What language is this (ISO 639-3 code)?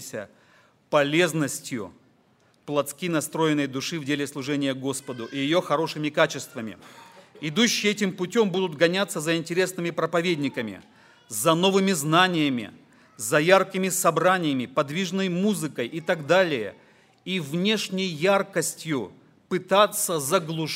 rus